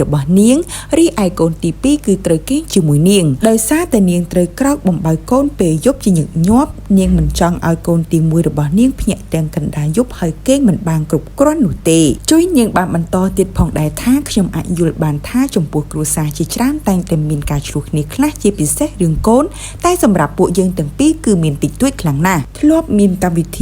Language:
Khmer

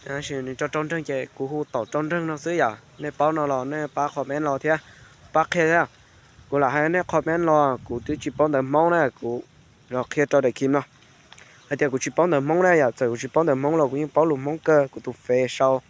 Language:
Hmong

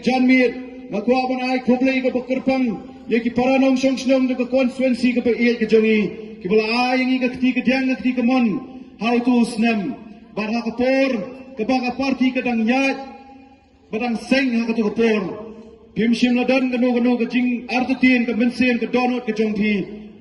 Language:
Khasi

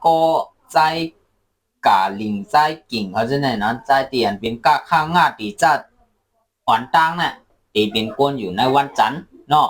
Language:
Shan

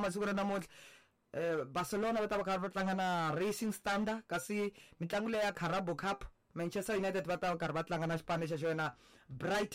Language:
Tsonga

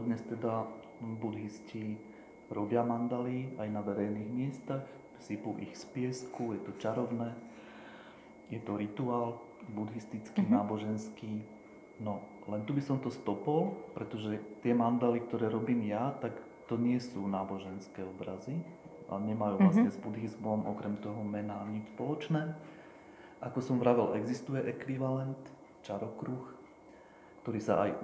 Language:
Slovak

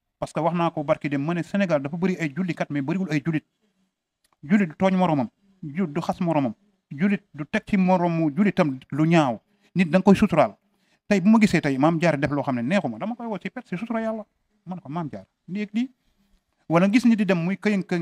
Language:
Wolof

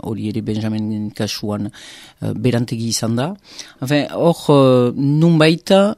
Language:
Basque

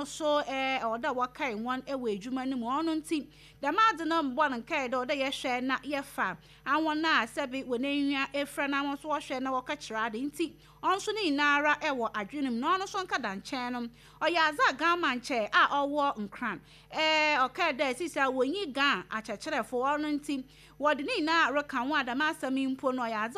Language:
Akan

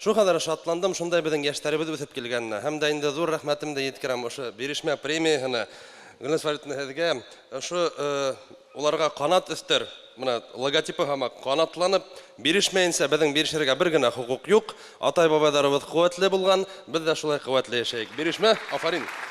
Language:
Bashkir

